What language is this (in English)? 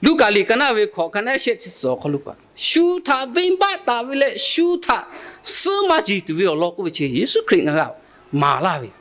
Lahu